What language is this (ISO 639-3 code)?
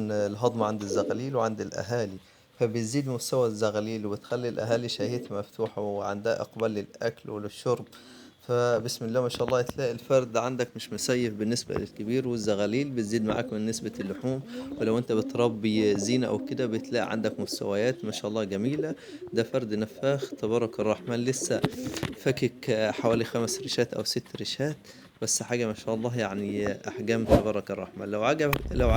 arz